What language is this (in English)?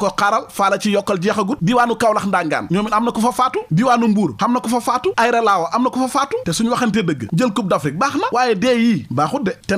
Wolof